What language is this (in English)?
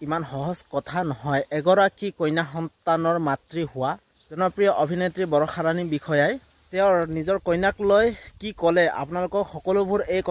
Assamese